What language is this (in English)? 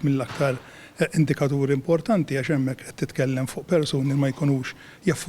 Maltese